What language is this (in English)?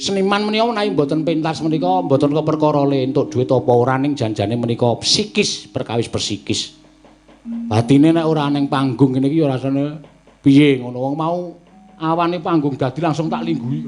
Javanese